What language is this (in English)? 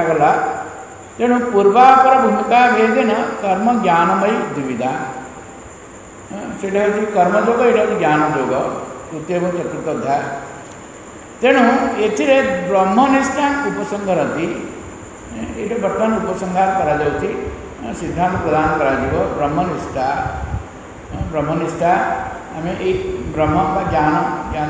Odia